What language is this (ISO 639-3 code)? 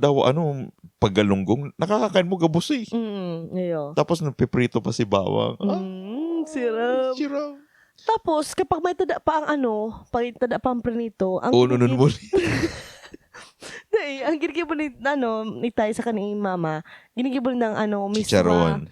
bik